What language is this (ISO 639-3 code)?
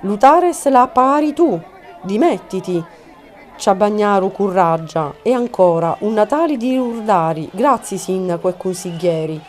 scn